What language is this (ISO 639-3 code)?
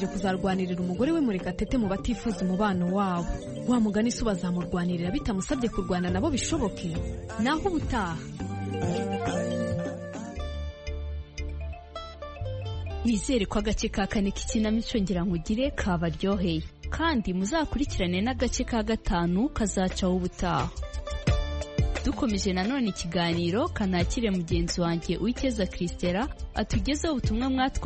kin